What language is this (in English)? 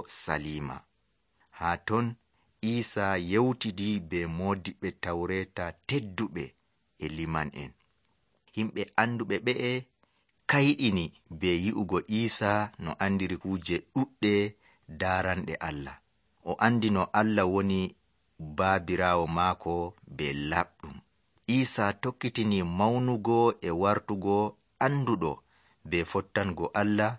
Nigerian Fulfulde